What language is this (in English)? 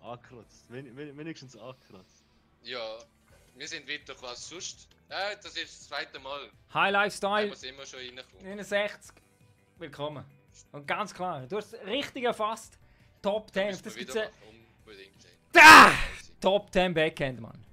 Swiss German